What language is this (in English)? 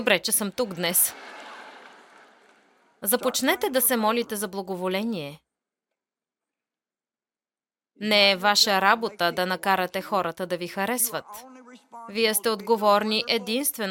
Bulgarian